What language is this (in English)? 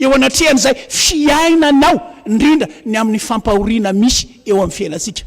Malagasy